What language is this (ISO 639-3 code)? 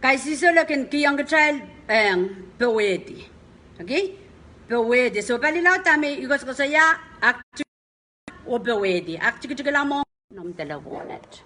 pon